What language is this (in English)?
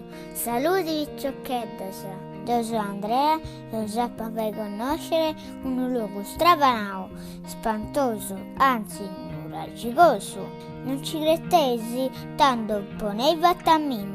Sardinian